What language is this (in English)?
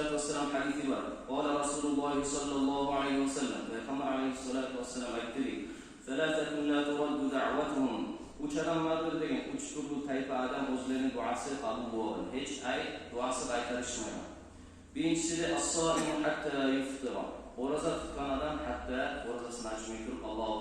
Kumyk